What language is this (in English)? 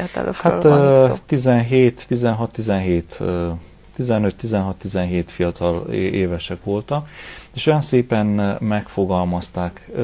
Hungarian